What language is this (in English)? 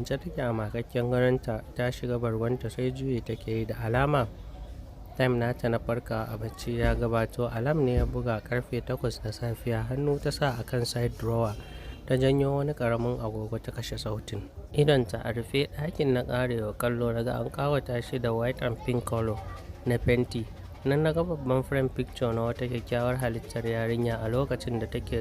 Hausa